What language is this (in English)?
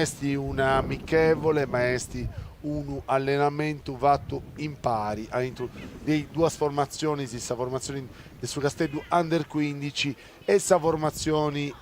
Sardinian